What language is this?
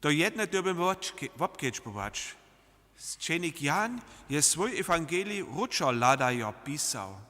Upper Sorbian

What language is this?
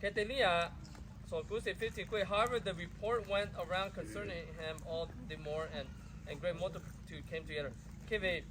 Lahu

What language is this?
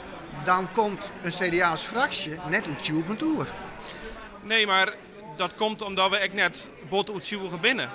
Western Frisian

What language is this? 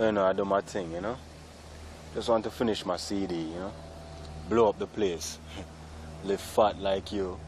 Jamaican Creole English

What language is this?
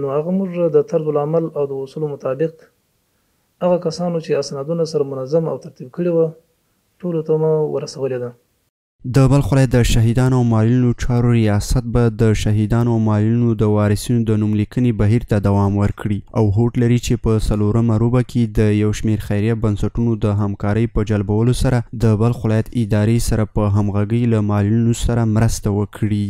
Pashto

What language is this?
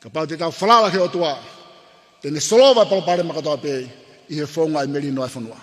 Tongan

